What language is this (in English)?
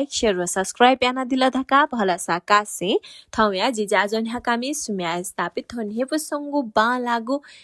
Newari